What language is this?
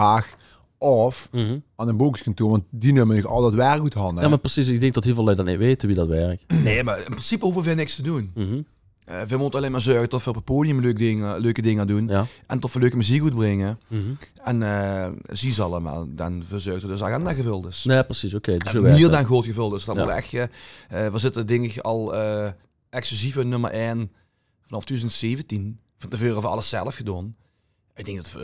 Limburgish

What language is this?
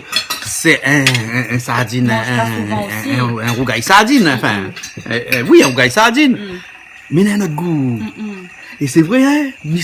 Réunion Creole French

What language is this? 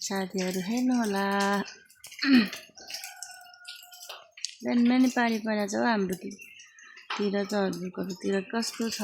Nepali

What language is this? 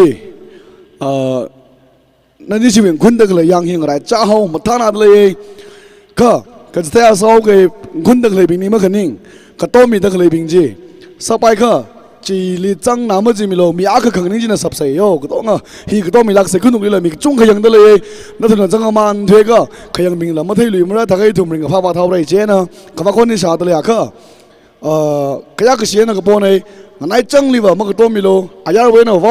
Tangkhul Naga (India)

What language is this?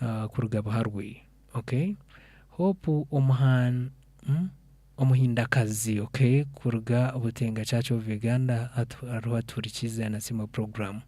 Nyankole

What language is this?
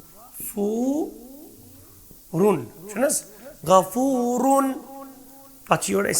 Kashmiri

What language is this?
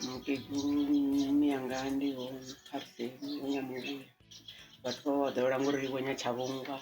Venda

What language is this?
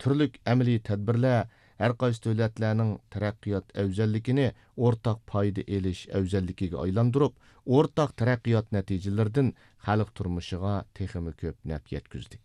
Uyghur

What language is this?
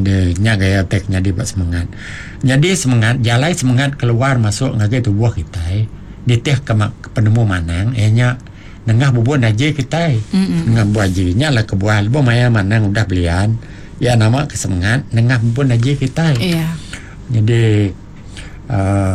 Iban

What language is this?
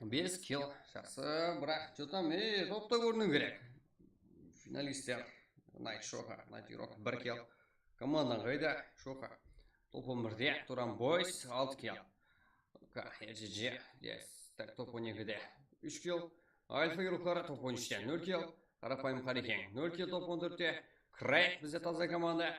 Kara-Kalpak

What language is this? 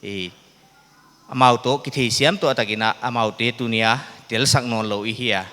Paite Chin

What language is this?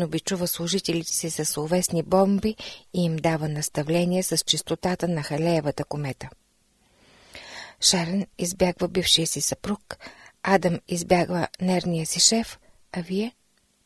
Bulgarian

